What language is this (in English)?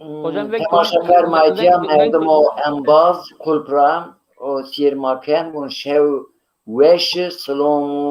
Zaza